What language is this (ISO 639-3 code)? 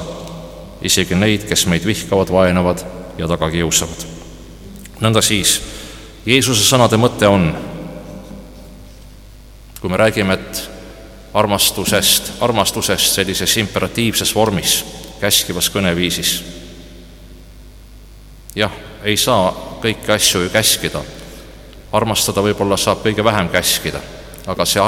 est